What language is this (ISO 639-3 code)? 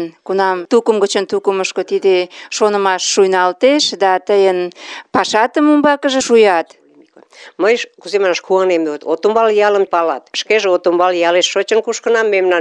chm